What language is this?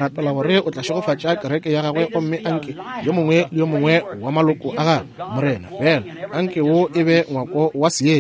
Northern Sotho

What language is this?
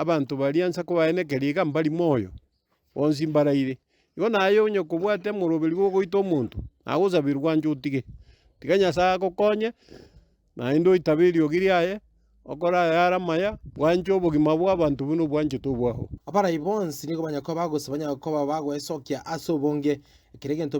Gusii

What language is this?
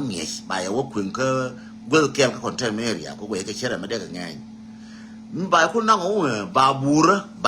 Nuer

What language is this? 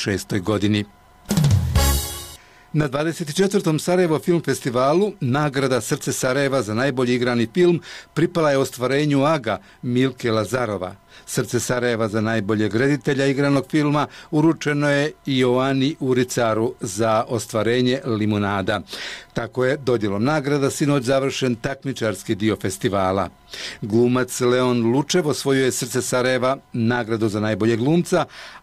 Bosnian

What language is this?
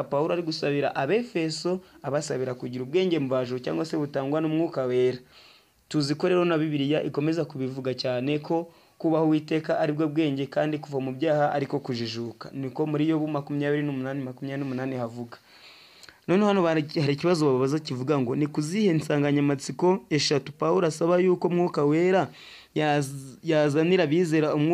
Kinyarwanda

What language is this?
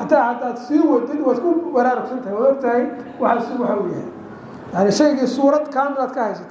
Somali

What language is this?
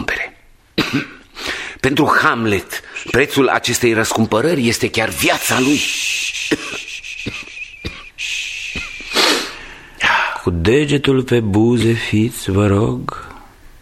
Romanian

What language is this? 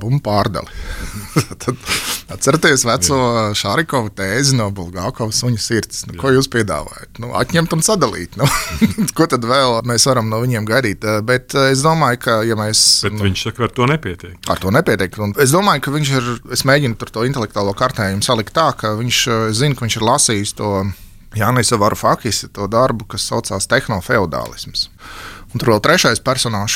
Latvian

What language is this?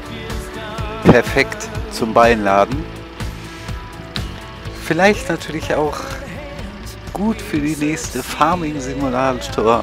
German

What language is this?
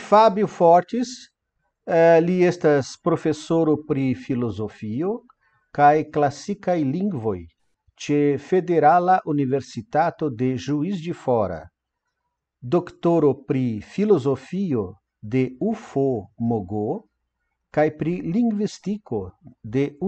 Esperanto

